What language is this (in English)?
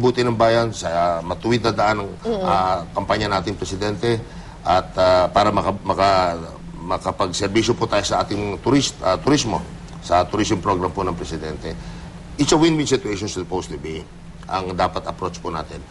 Filipino